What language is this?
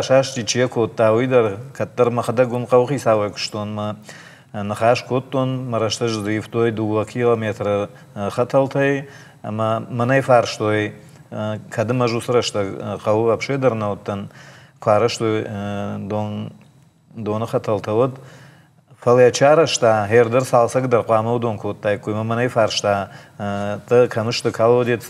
Ossetic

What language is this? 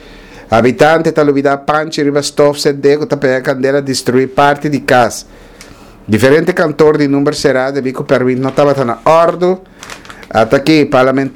Papiamento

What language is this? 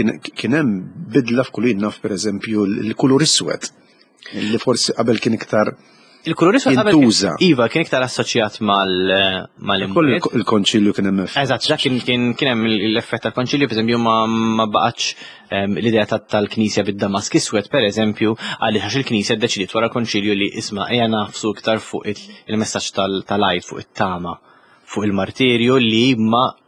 Maltese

